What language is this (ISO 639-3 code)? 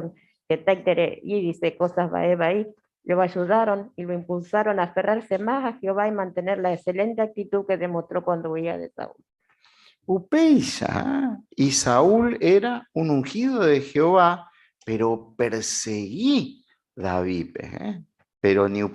grn